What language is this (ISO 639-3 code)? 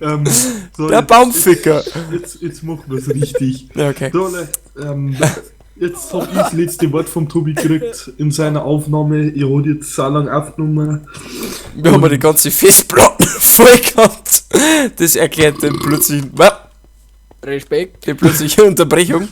bar